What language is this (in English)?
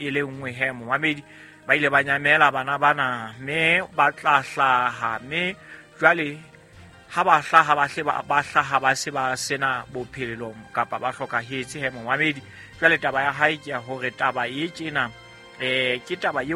Southern Sotho